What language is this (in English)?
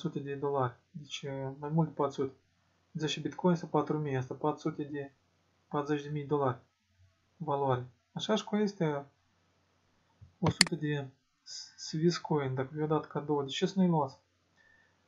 Romanian